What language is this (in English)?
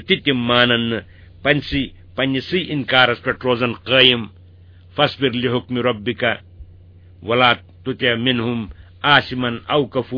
Kashmiri